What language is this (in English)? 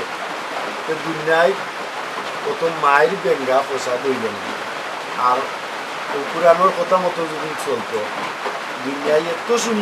Sylheti